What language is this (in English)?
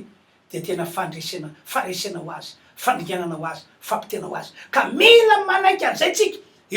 Malagasy